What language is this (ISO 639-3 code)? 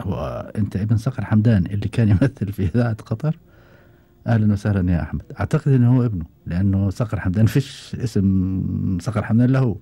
afb